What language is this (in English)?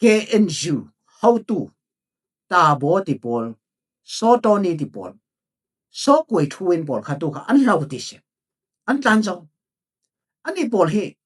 Falam Chin